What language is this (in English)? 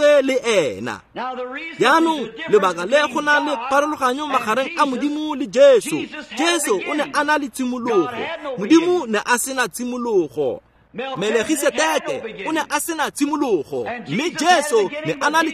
Tswana